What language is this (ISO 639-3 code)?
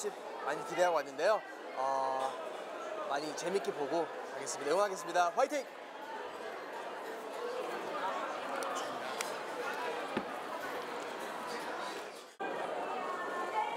kor